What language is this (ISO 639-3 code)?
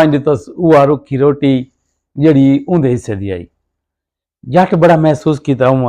skr